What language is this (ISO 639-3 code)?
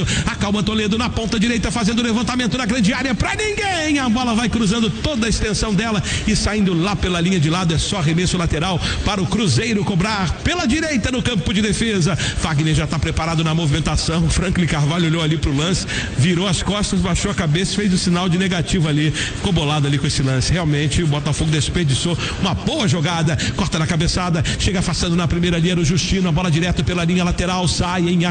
por